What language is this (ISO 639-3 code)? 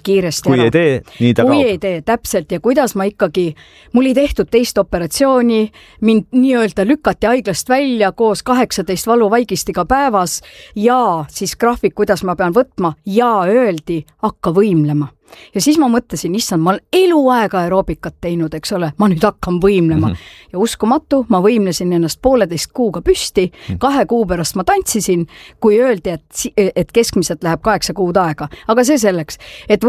est